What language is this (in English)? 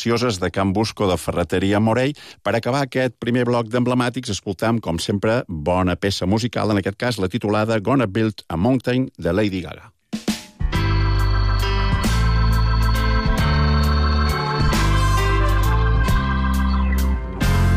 Catalan